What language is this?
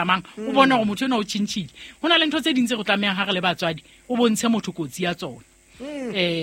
Southern Sotho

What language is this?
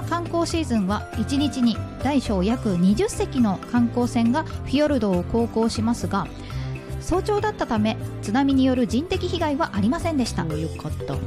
Japanese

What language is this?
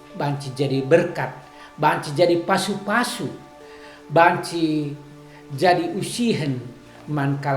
Batak Karo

